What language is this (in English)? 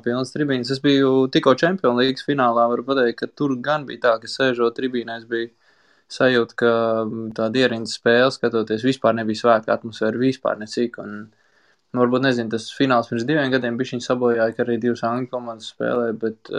Latvian